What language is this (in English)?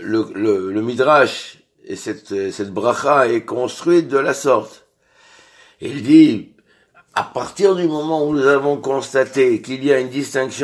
French